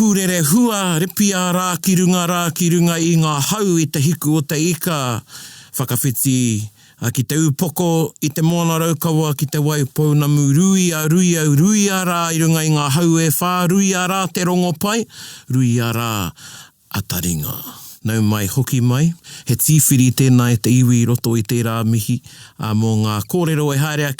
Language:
Māori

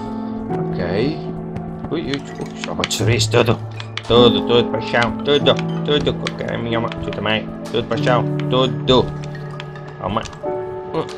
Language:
Portuguese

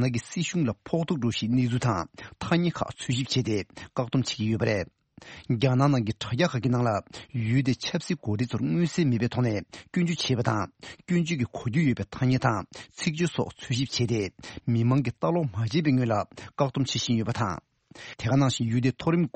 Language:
Tibetan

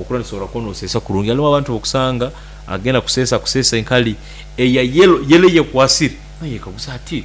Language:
Nyankole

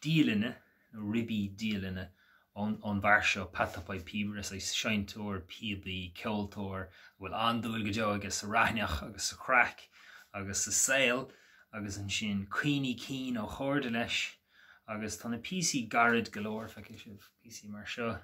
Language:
Irish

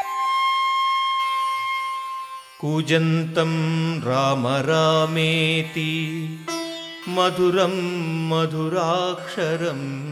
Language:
Telugu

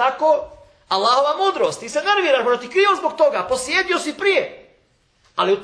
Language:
Bosnian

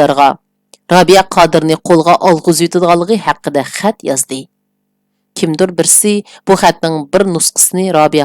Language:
Uyghur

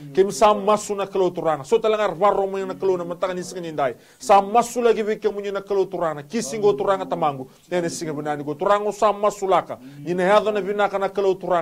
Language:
Fijian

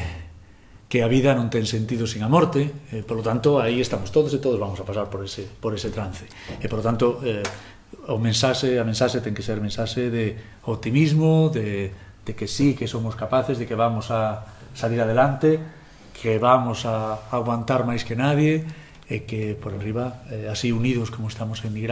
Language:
Galician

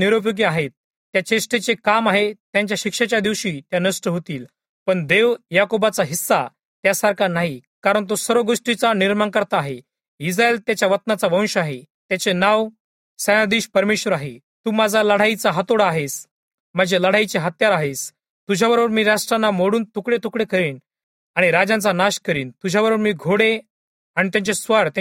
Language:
Marathi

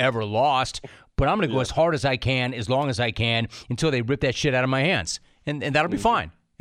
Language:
English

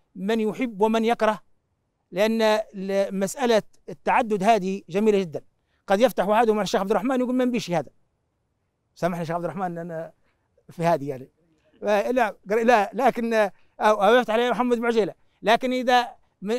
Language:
Arabic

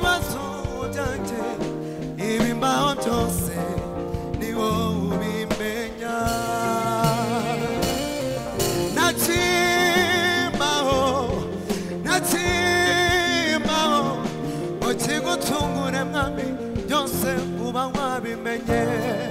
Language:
Kinyarwanda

